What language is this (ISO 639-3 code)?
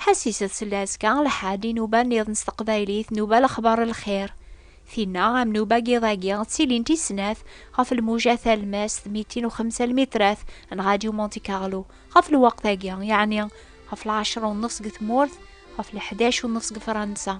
kab